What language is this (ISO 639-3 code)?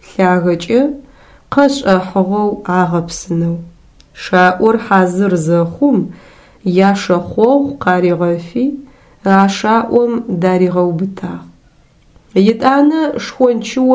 ady